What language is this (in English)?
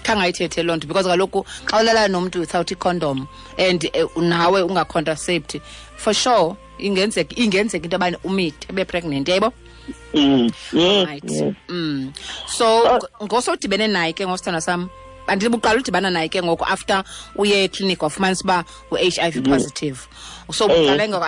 Xhosa